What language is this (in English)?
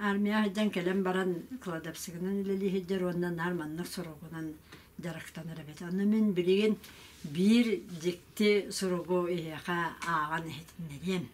Yakut